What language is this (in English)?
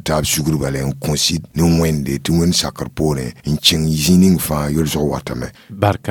Mossi